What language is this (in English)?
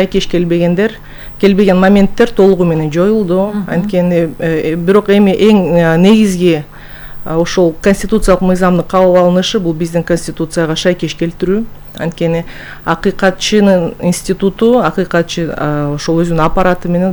Kyrgyz